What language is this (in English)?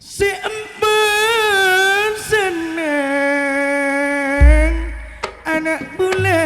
Madurese